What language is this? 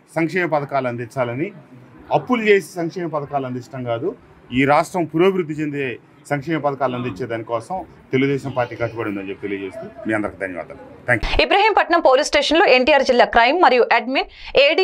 Telugu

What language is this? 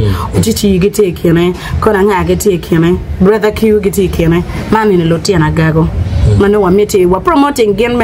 Acoli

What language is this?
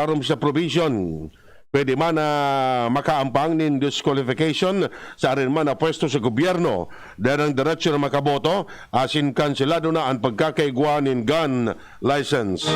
Bikol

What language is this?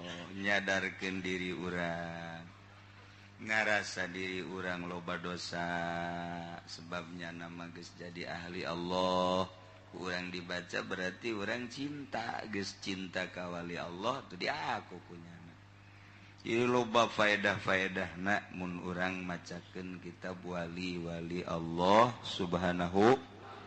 Sundanese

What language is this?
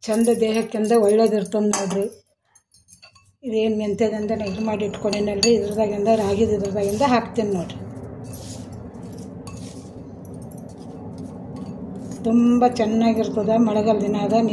Kannada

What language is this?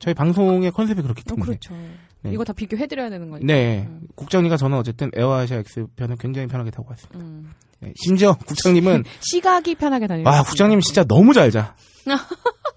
Korean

